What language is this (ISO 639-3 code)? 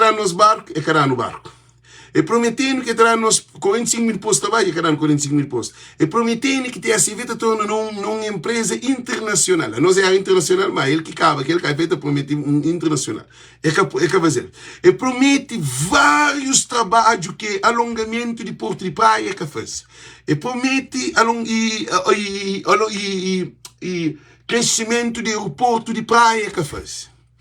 kea